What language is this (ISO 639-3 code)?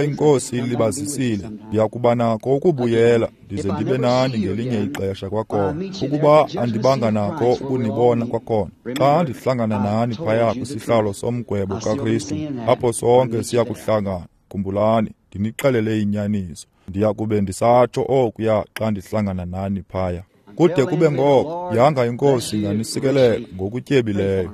xho